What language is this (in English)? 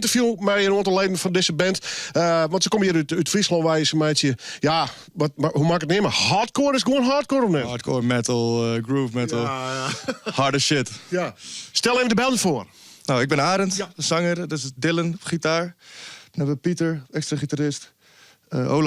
Western Frisian